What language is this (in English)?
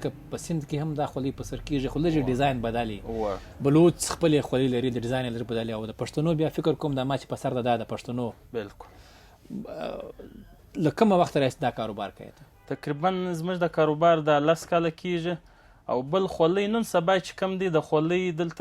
Pashto